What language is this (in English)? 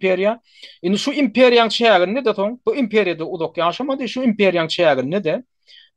Turkmen